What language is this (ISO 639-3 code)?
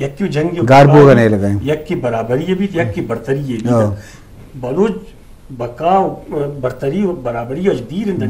bgp